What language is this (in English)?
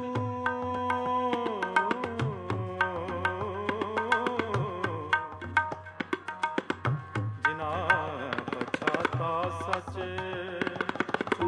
Punjabi